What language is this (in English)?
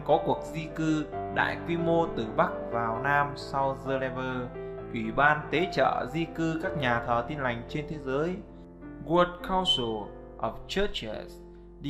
Vietnamese